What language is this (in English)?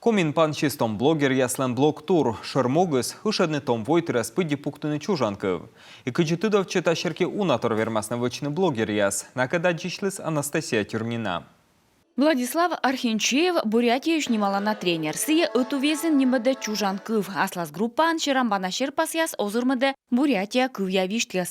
Komi